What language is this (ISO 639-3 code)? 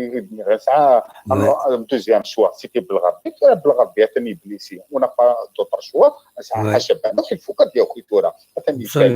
kab